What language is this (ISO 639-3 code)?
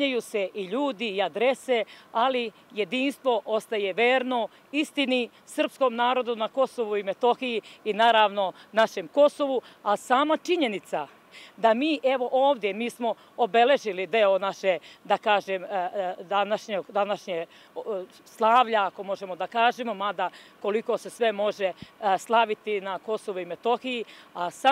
srp